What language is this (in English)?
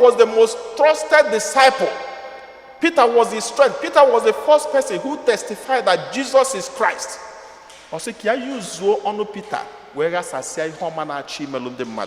Igbo